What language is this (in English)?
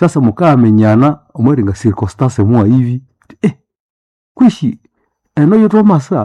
Nande